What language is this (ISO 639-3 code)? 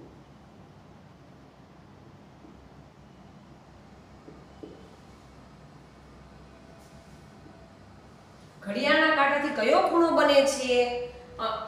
guj